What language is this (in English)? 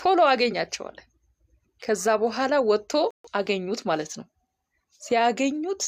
Amharic